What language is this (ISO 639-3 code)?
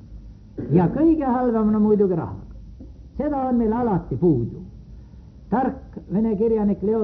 est